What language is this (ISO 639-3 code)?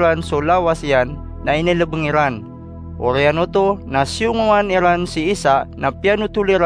mrw